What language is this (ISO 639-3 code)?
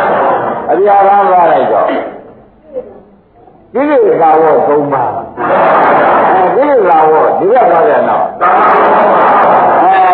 mya